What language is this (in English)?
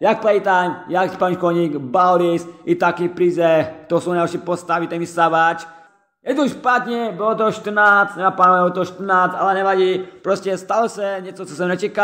Czech